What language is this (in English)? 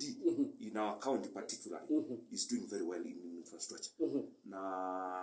Kamba